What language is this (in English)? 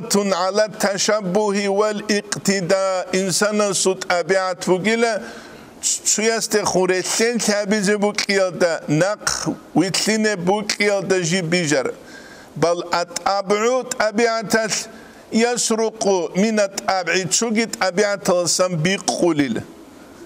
Avaric